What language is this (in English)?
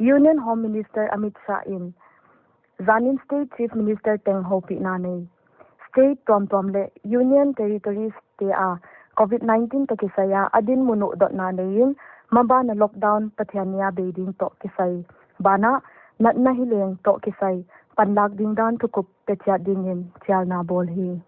Paite Chin